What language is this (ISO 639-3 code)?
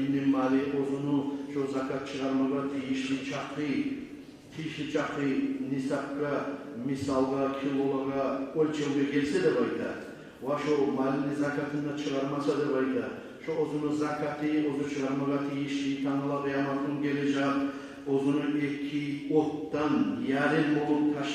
kum